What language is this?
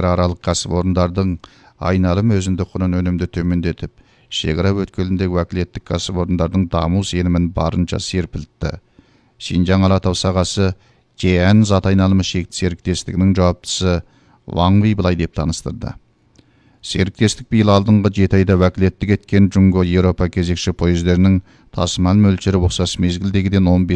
Kazakh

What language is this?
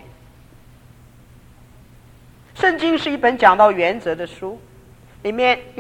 Chinese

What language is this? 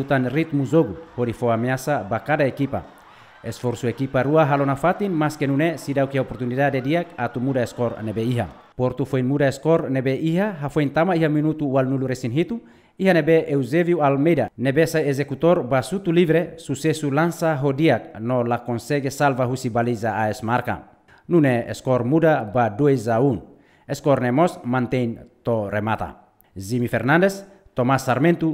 Tetum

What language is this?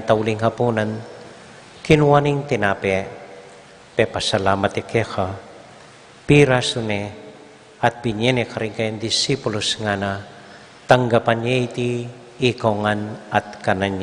Pampanga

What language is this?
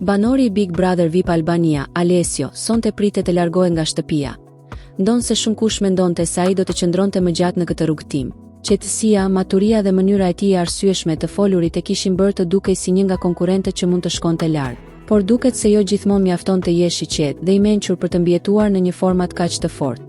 Albanian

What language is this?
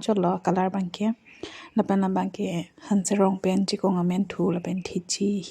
Karbi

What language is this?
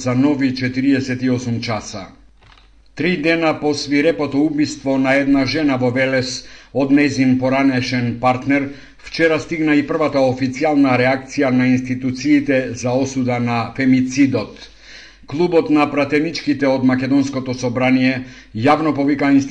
Macedonian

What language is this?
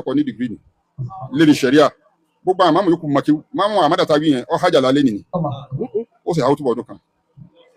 Yoruba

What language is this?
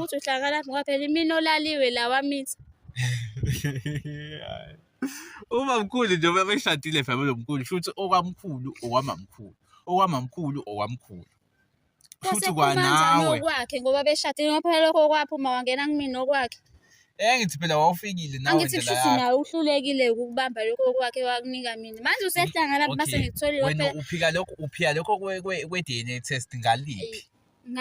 Zulu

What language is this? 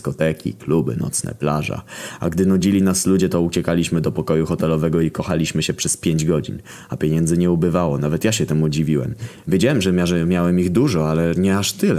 Polish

